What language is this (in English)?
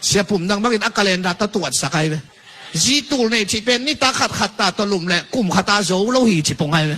Tedim Chin